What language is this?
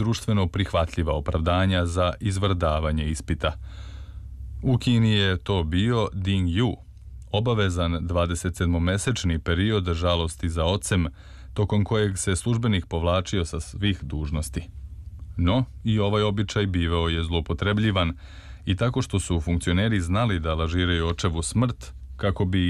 Serbian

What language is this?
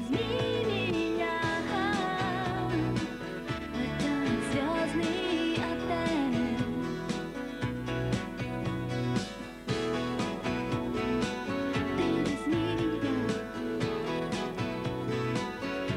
Russian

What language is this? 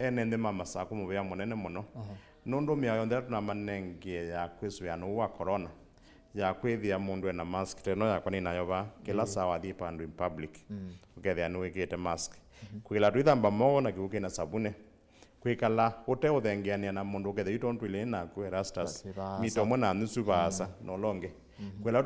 Kamba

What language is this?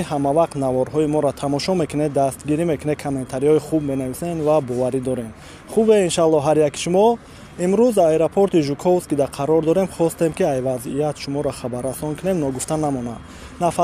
Tajik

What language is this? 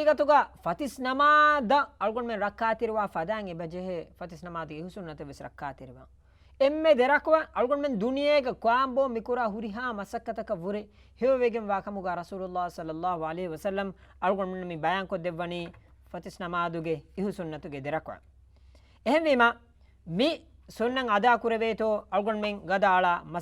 Divehi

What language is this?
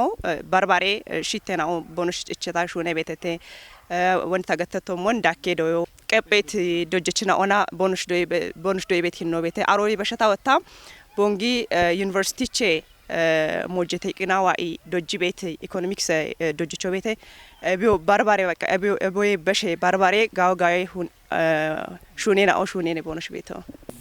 Kafa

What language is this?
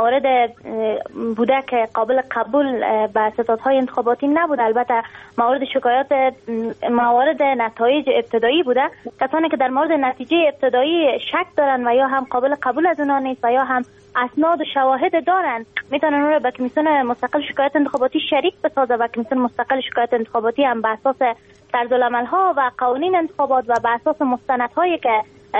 Persian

